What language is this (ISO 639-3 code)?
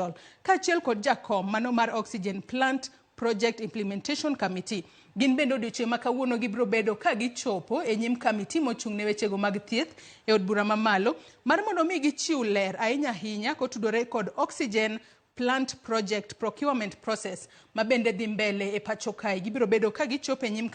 luo